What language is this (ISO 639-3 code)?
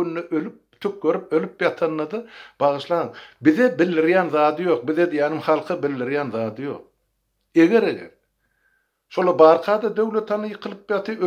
tuk